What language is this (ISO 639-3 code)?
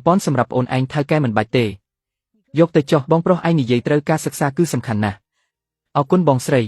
khm